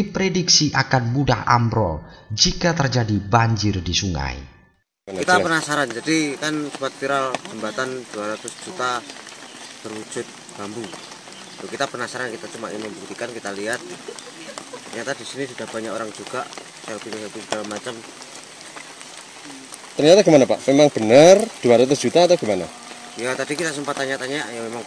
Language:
Indonesian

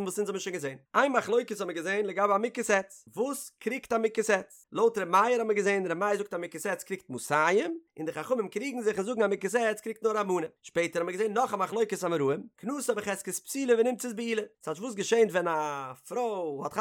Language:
Yiddish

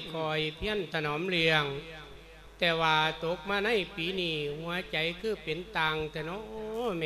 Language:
Lao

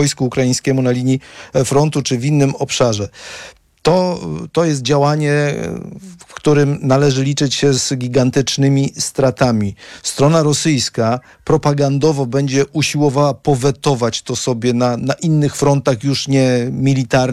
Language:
Polish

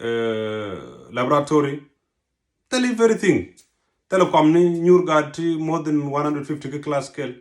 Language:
Nuer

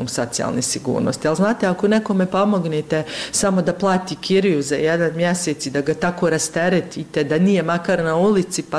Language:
Bosnian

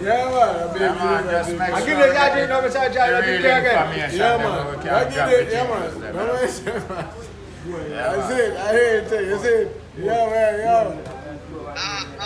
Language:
Jamaican Creole English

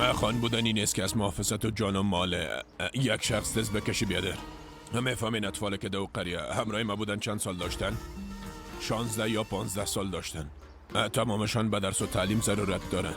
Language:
Persian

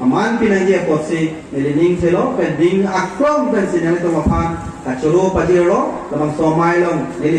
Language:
Karbi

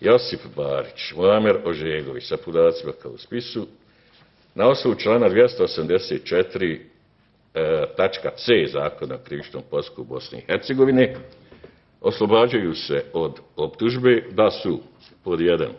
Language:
Bosnian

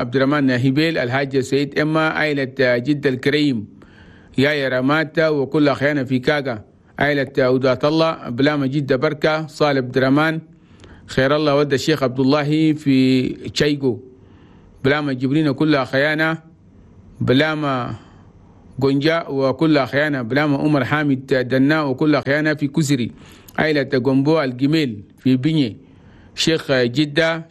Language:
Chadian Arabic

